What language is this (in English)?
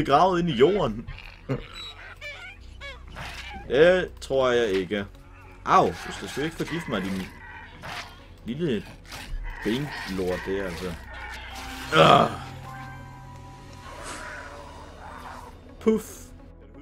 Danish